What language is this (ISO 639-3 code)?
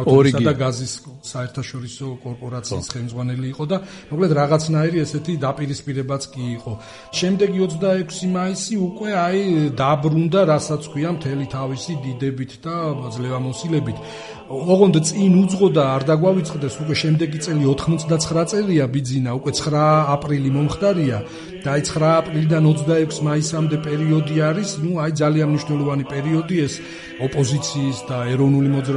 kat